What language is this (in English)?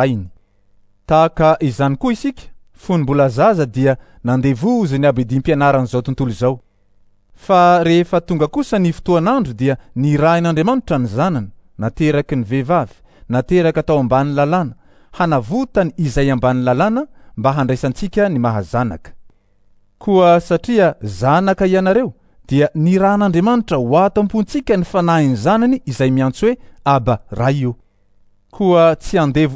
Malagasy